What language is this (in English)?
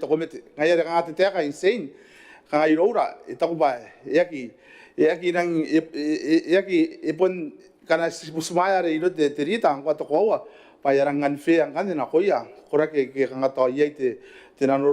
Gilbertese